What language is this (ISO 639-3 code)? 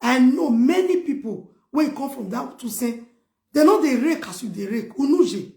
pcm